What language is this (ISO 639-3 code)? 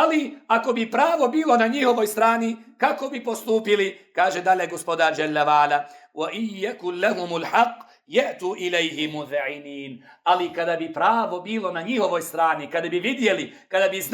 bos